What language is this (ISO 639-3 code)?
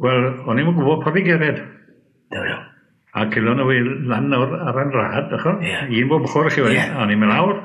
cym